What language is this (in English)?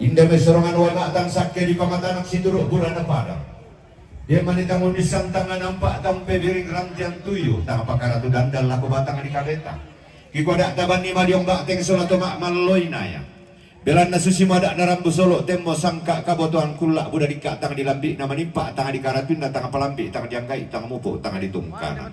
Toraja-Sa'dan